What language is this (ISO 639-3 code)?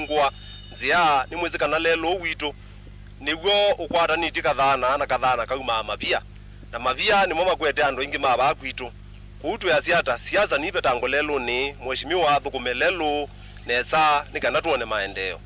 kam